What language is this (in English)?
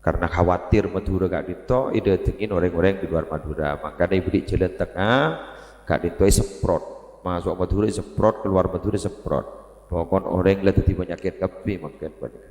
Madurese